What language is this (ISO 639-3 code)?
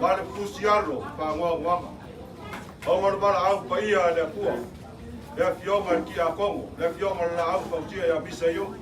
smo